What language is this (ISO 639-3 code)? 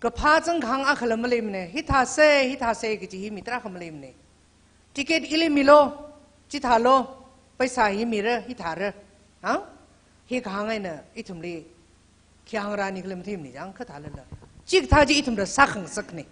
nmf